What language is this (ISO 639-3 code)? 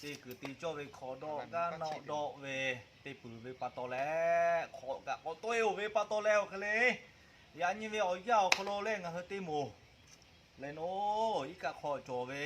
lhu